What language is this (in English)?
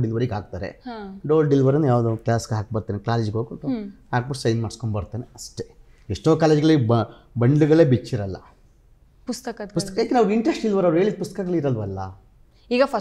Kannada